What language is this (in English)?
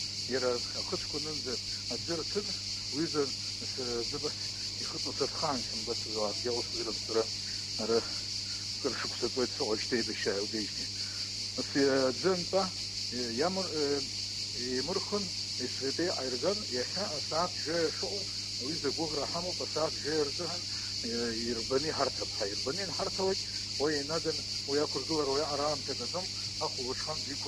Abkhazian